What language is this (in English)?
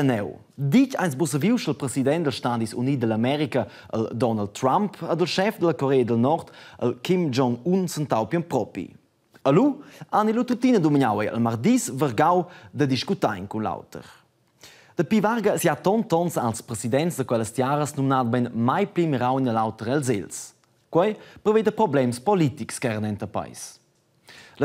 Romansh